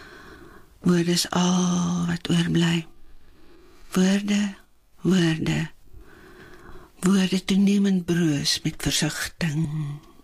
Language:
Afrikaans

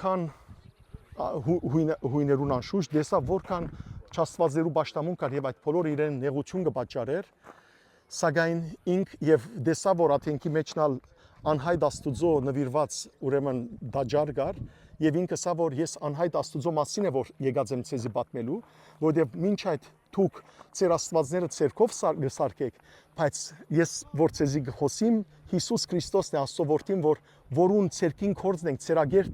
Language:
Western Armenian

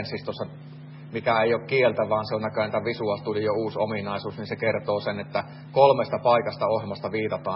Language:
Finnish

